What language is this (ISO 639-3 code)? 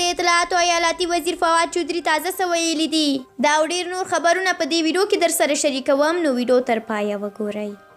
pus